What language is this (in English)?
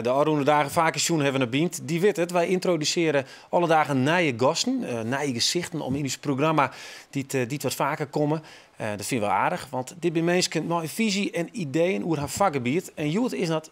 Western Frisian